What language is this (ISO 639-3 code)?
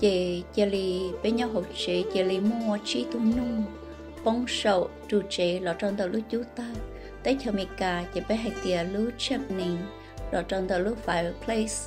hmn